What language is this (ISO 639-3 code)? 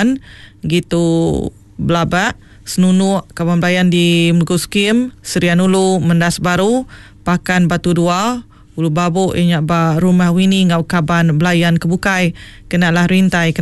iba